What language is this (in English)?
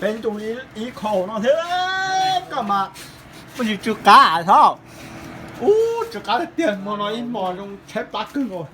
Hmong